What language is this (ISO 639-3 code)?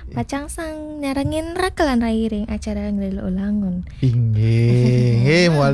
ban